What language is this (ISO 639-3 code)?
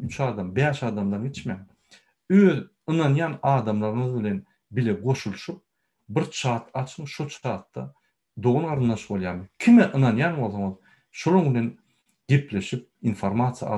tuk